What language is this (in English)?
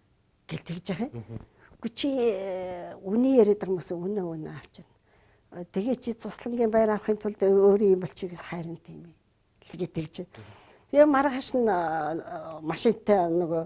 Mongolian